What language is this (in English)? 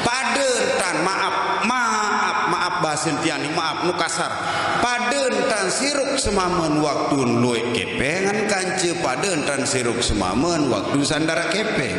Sasak